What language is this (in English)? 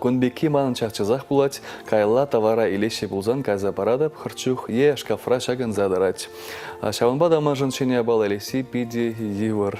Chuvash